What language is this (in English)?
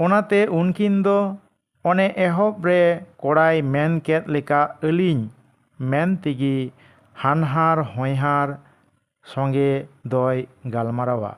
Santali